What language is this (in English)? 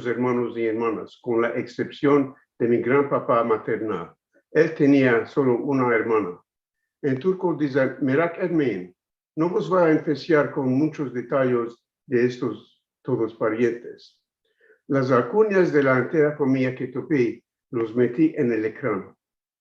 Ladino